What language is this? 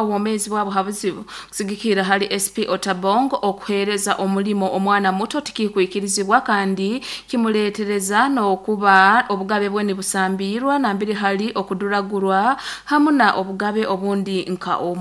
Nyoro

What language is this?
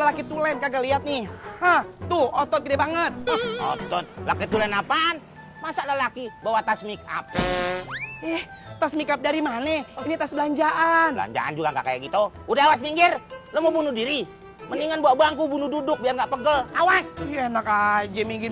Betawi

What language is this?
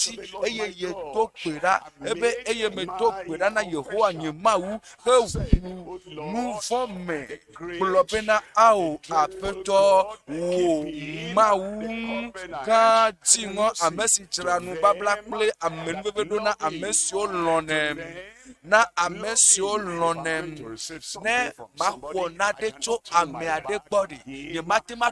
Ewe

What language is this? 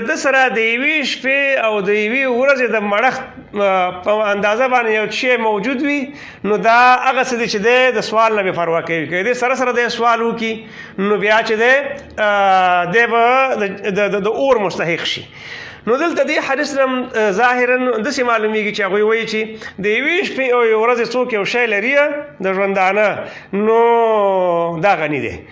Pashto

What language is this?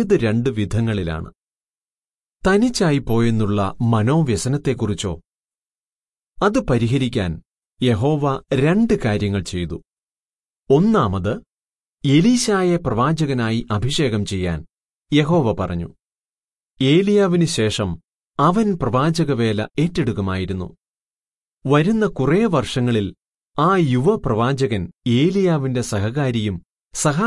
Malayalam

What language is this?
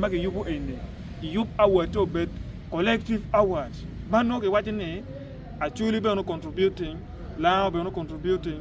Acoli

